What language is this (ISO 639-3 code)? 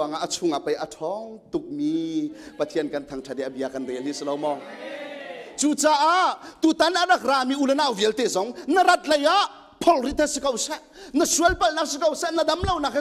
cnh